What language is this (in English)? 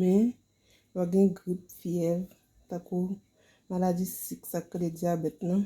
Haitian Creole